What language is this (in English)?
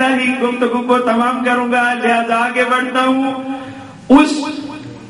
Urdu